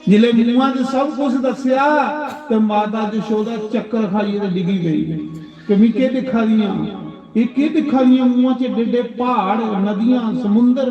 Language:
Dogri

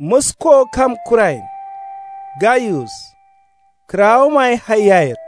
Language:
Kanuri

